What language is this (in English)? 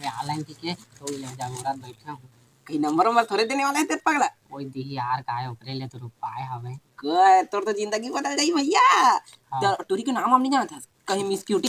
Chhattisgarhi